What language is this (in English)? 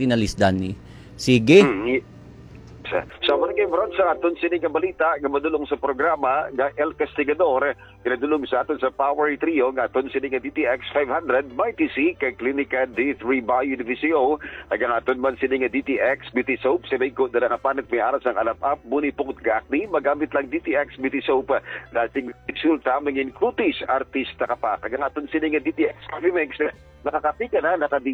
Hiligaynon